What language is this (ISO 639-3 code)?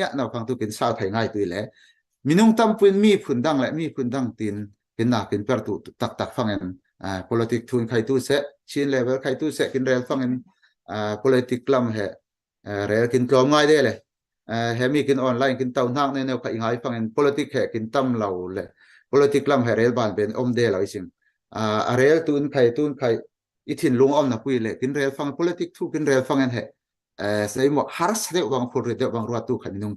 cfm